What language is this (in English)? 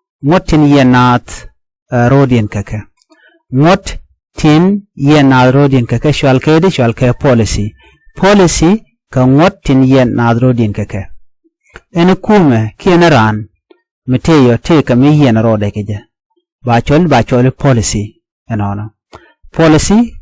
Nuer